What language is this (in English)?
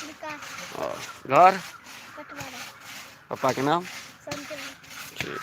Maithili